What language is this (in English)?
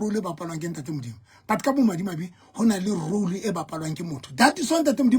Southern Sotho